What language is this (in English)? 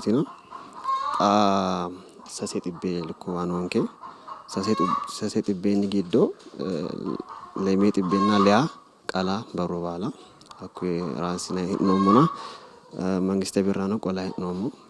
Sidamo